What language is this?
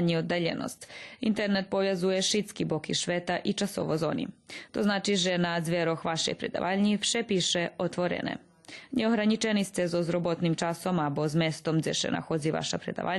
Rusyn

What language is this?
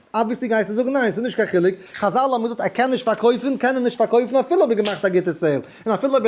Yiddish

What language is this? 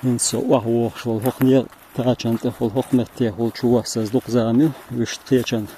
Chechen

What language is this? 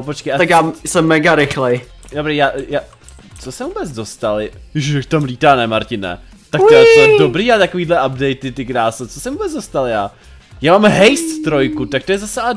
Czech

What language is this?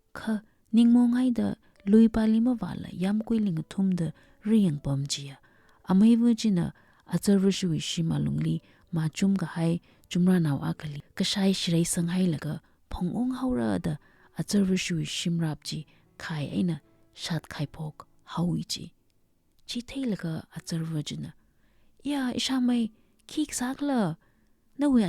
Tangkhul Naga (India)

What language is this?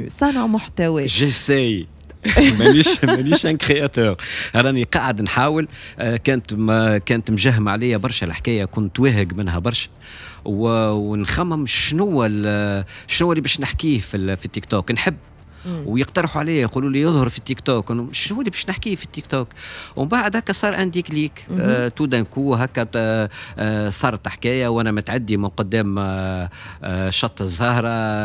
Tunisian Arabic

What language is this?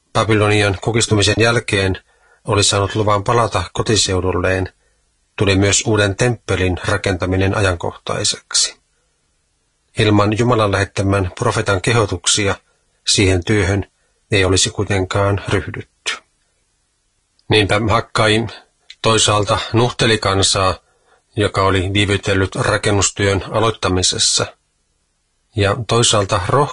Finnish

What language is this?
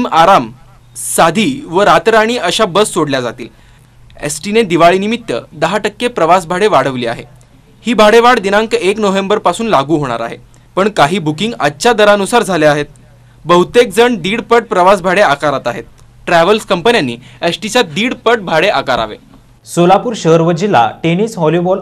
Marathi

